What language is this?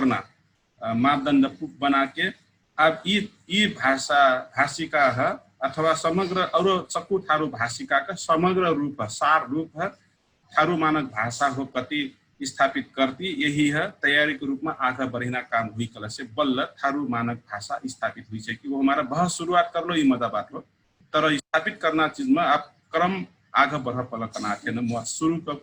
Dangaura Tharu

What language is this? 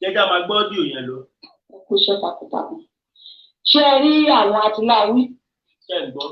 Yoruba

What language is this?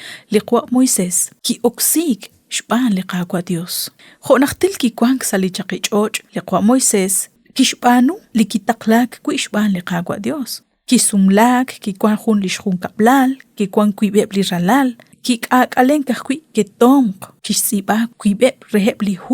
Kekchí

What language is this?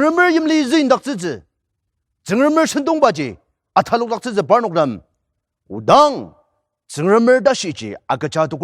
Ao Naga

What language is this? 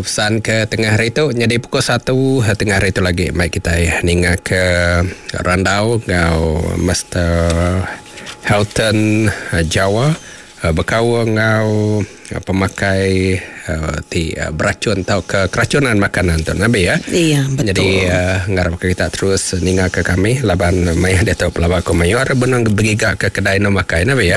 Iban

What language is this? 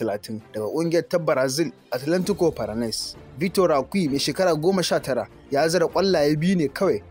Hausa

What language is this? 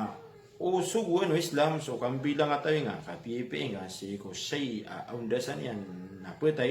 Maranao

